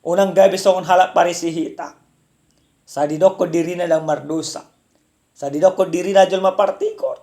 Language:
Batak Toba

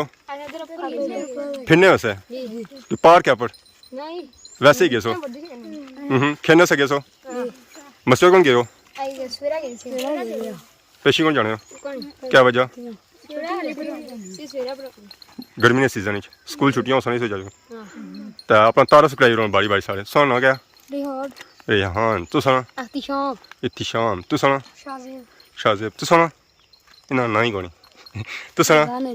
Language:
Pahari-Potwari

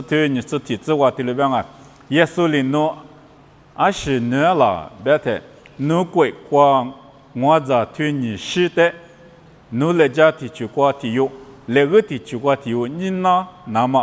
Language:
Lisu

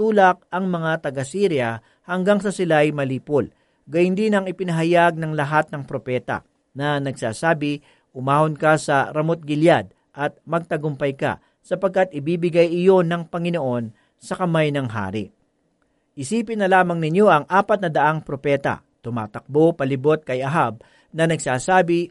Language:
Filipino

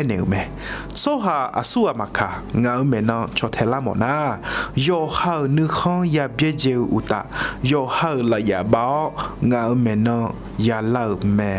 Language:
Akha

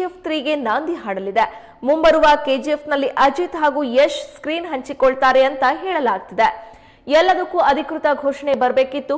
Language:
Kannada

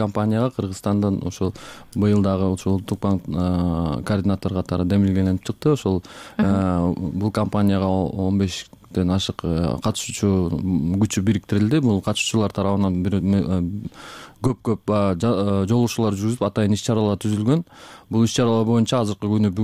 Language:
Kyrgyz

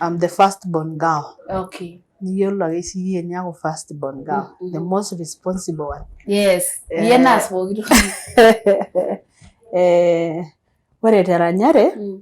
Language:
Masai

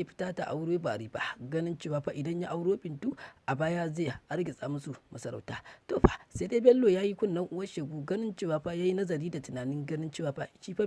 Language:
Hausa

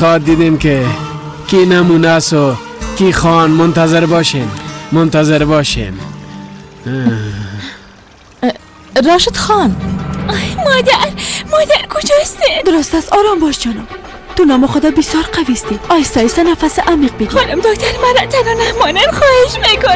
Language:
Persian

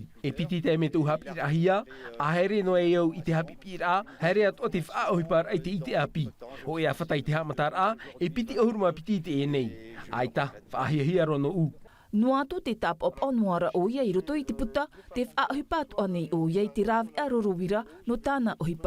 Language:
Tahitian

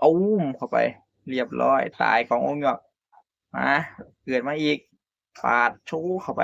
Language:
Northeastern Thai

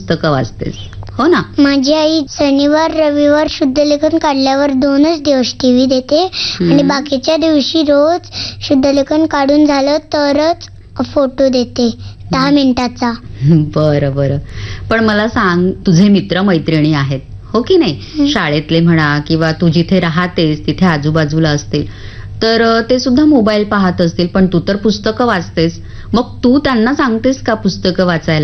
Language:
Marathi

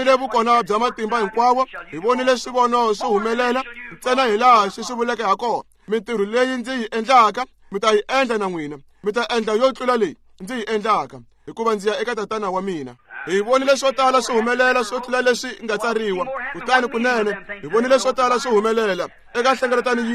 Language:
Tsonga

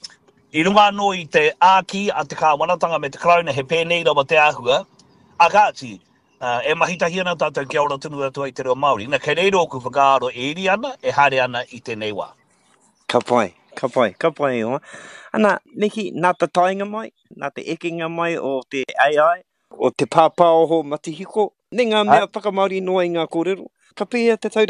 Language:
Māori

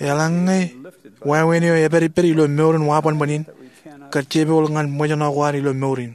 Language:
Marshallese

